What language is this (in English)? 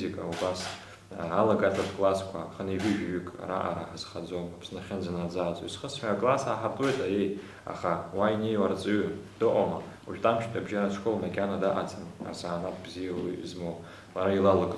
Abkhazian